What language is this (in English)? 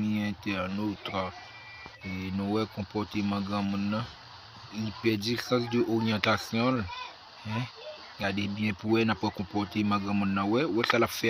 Haitian Creole